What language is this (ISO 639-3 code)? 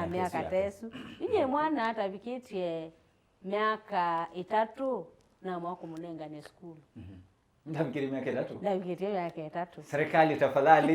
kam